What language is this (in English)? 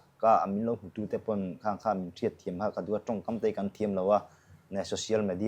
Mizo